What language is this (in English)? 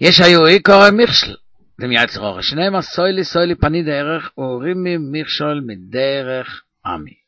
Yiddish